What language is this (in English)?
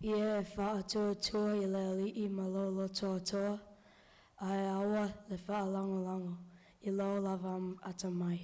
Samoan